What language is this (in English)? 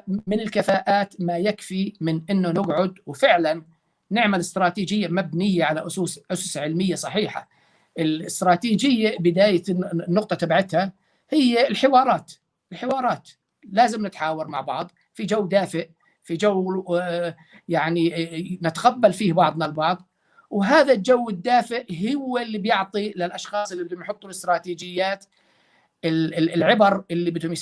North Levantine Arabic